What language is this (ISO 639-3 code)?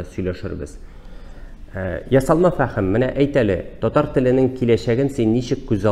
tat